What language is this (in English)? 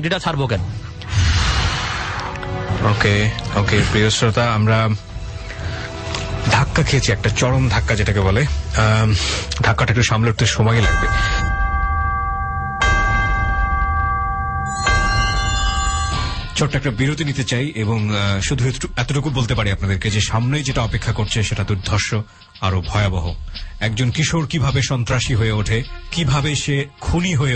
Bangla